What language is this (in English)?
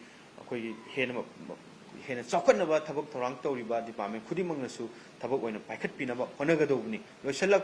Manipuri